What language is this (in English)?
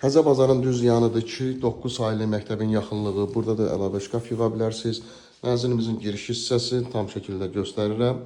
Azerbaijani